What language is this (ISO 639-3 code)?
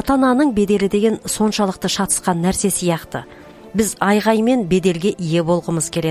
kaz